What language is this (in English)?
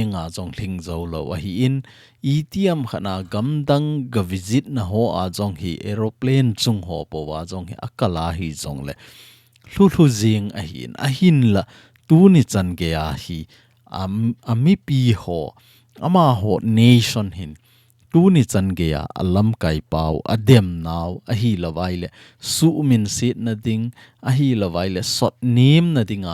Thado Chin